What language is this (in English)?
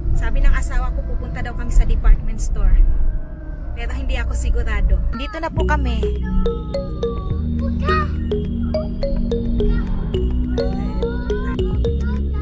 Filipino